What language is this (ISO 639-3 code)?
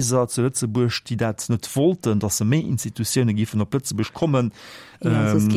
ltz